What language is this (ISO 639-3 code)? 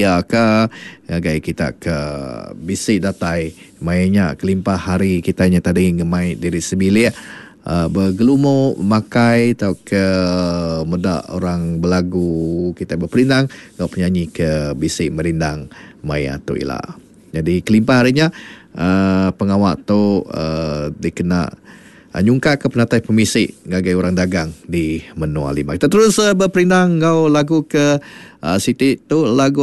iba